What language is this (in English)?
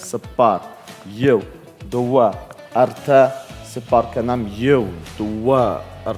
Ossetic